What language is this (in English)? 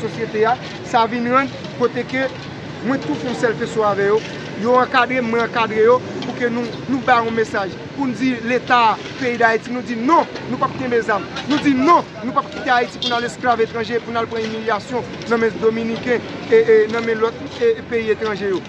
Haitian Creole